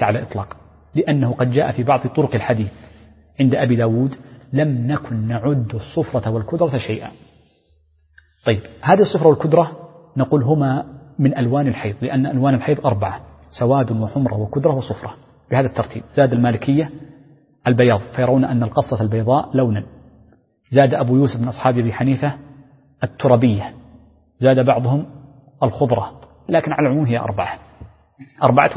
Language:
Arabic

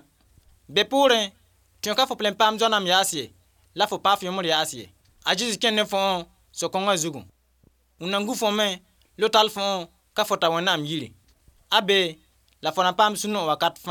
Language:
Mossi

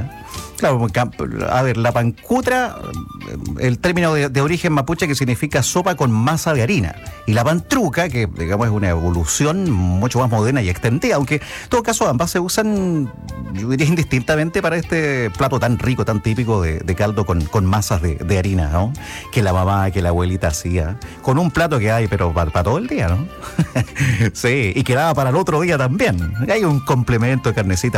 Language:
Spanish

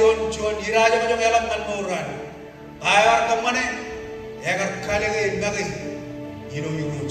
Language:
Marshallese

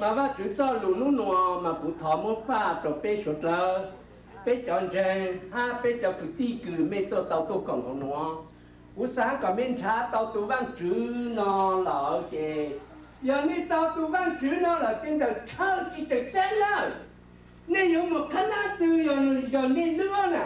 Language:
Hmong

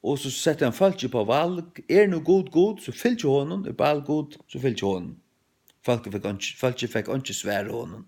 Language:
Faroese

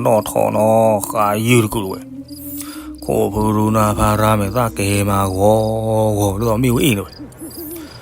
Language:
S'gaw Karen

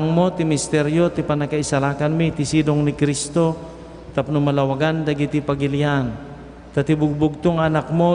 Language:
Iloko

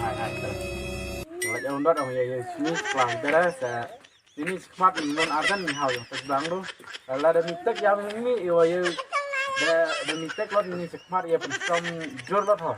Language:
Khasi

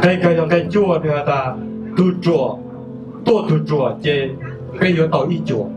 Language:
Hmong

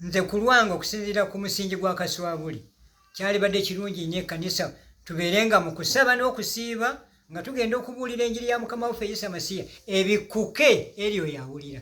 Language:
Ganda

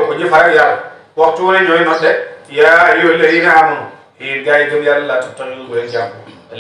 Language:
Wolof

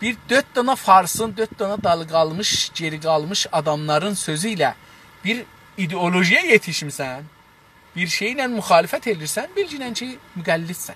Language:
South Azerbaijani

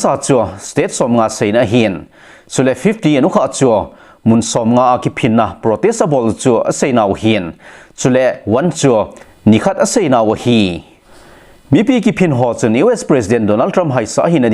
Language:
Thado Chin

